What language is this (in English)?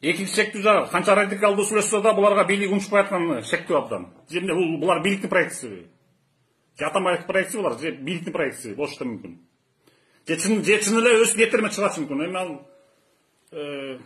Kyrgyz